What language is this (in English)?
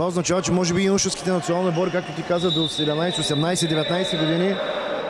Bulgarian